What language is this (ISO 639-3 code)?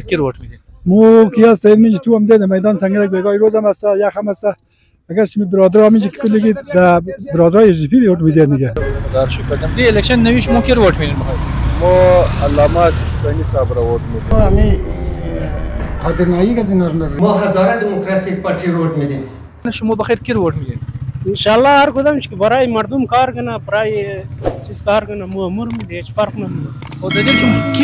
haz